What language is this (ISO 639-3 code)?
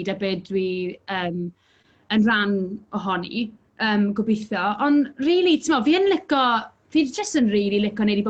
cym